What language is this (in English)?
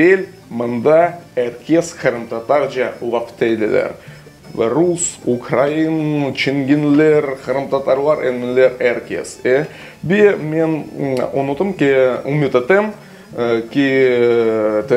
Crimean Tatar